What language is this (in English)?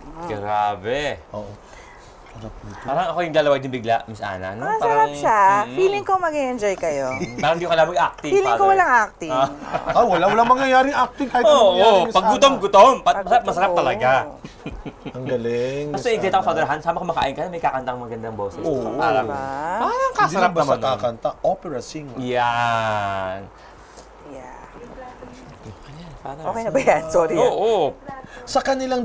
Filipino